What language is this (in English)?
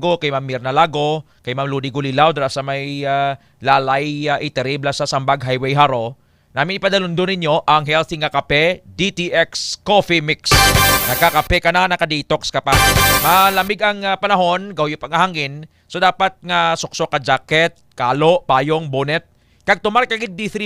Hiligaynon